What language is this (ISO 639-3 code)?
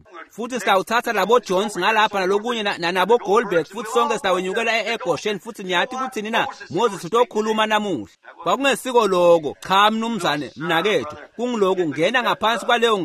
ssw